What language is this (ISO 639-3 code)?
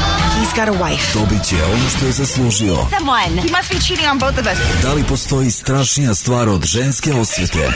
srp